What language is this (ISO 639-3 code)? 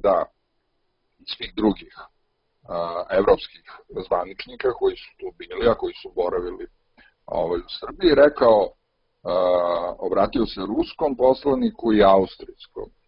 srp